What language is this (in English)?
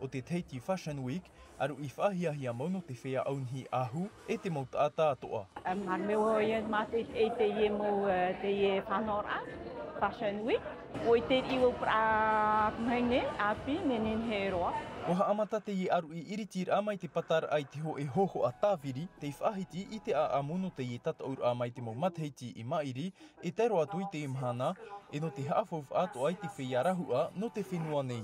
Tahitian